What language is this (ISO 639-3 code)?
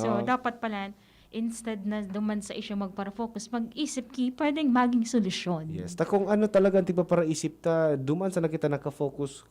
bik